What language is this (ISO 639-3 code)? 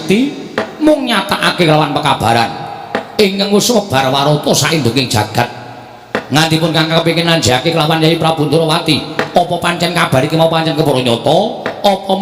jav